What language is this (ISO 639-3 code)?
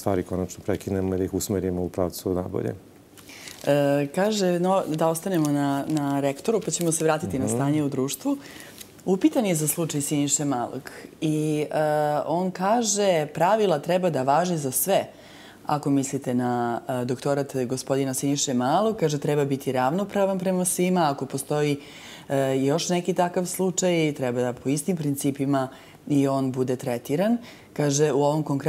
srp